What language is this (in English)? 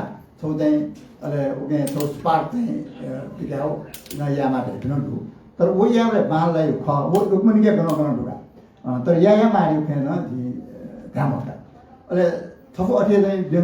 Newari